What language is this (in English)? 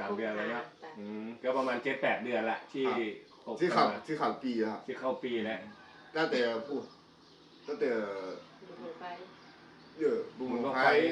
Northeastern Thai